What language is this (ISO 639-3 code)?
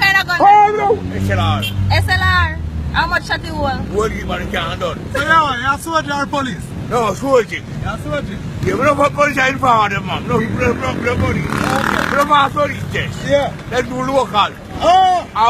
jam